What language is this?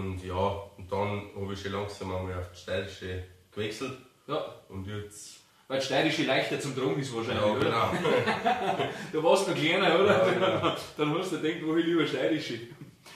Bavarian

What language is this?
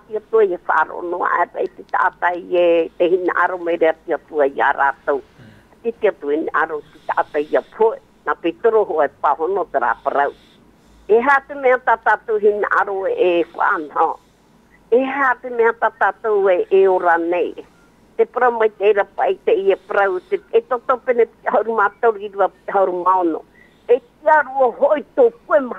Tahitian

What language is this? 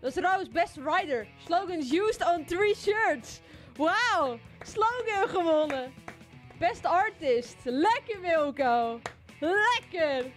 Western Frisian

